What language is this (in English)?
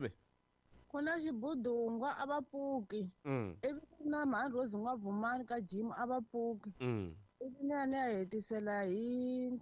Tsonga